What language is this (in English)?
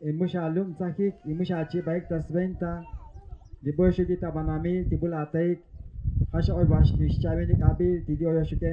Tzotzil